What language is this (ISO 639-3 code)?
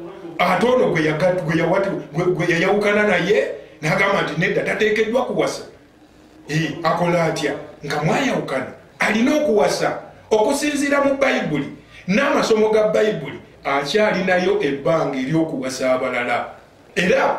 lug